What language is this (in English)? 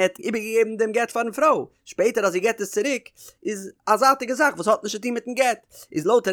Yiddish